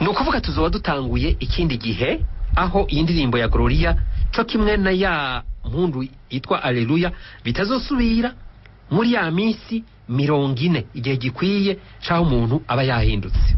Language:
Rundi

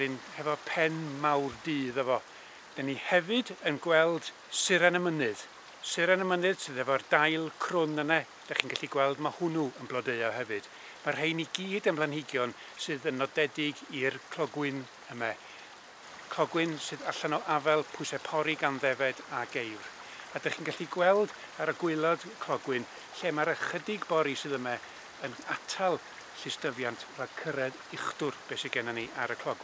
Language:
Welsh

